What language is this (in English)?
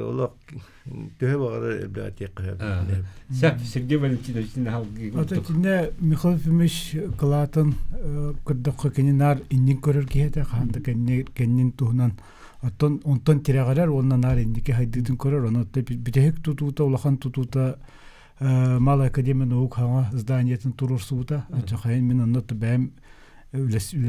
Yakut